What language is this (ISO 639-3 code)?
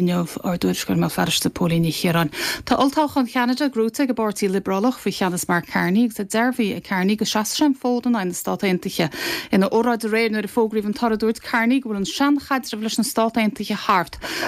gle